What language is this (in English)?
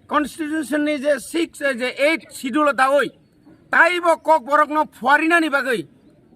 Kok Borok